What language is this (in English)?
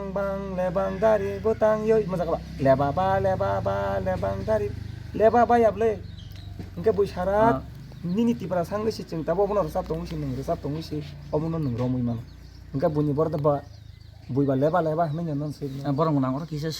Kok Borok